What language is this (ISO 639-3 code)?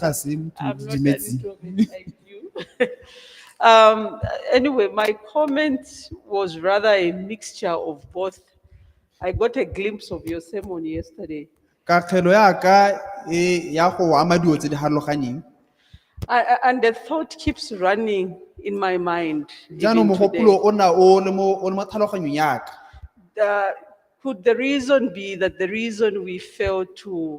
tsn